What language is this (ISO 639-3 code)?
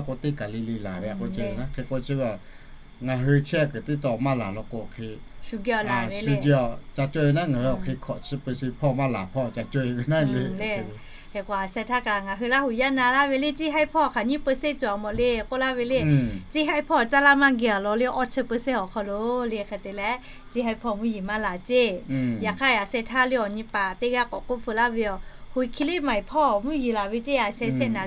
lhu